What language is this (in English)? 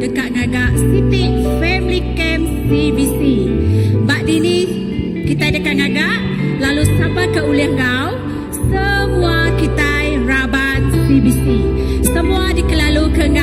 Iban